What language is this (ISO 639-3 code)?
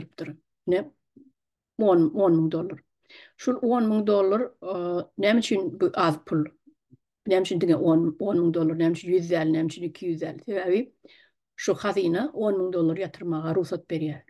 tuk